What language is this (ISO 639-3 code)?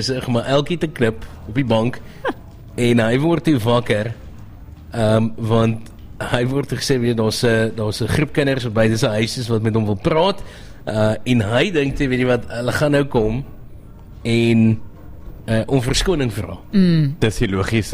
afr